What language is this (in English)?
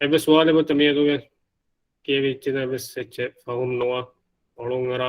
Divehi